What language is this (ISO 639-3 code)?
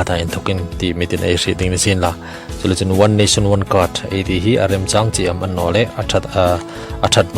hmr